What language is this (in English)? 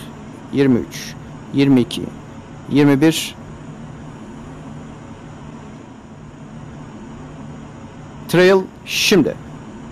Turkish